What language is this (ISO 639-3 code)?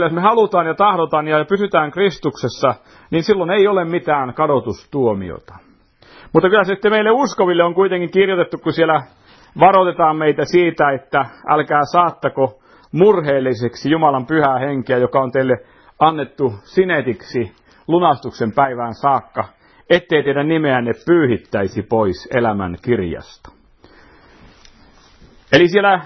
fin